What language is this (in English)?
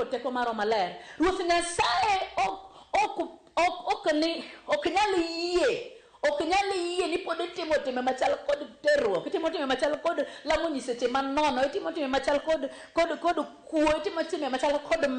Luo (Kenya and Tanzania)